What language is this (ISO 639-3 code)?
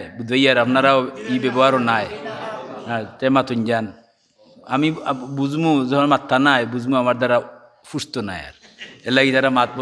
syl